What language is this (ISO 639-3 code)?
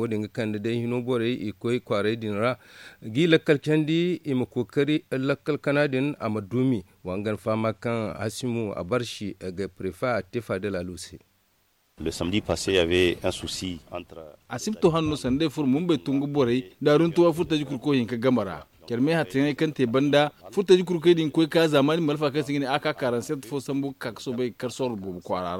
dje